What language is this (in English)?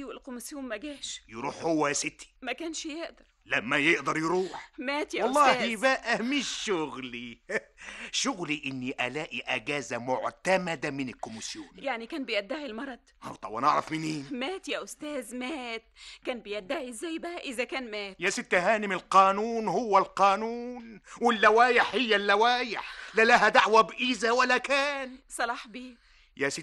Egyptian Arabic